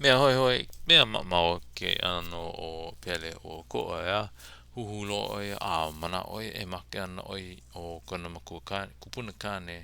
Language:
Hawaiian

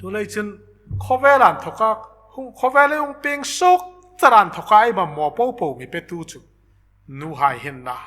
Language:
Hmar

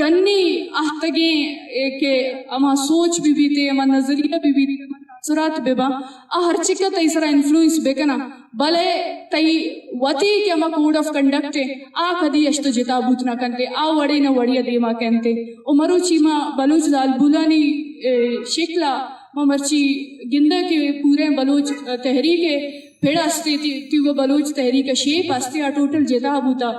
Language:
Eastern Balochi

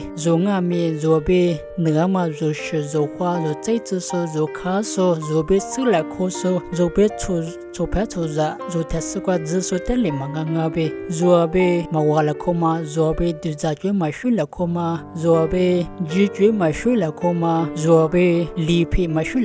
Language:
Lisu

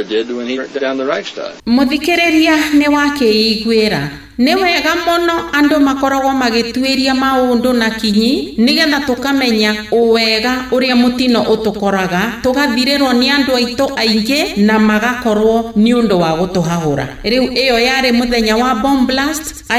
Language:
Kikuyu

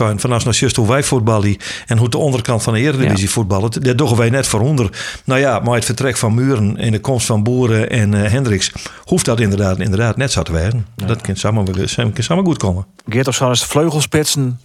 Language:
Western Frisian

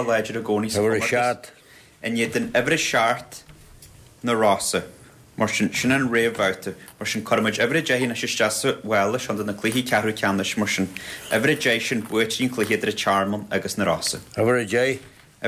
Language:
Irish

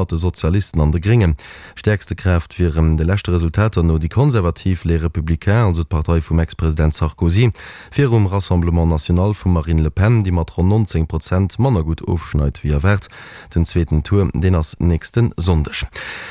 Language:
Luxembourgish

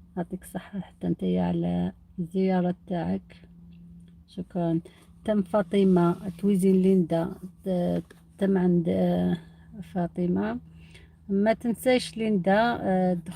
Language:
Algerian Arabic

